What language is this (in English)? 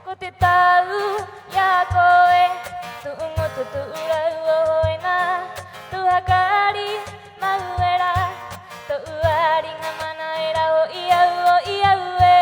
Rapanui